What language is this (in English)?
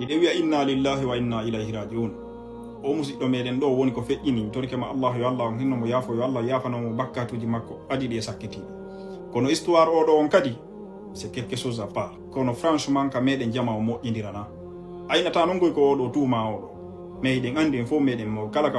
Fula